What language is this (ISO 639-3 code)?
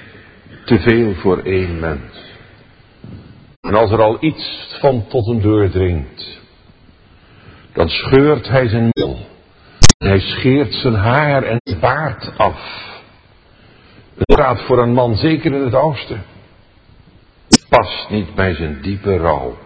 nld